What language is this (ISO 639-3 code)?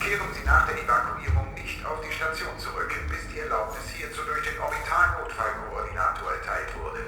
bar